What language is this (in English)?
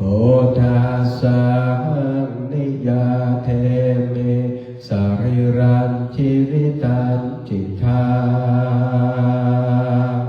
Pali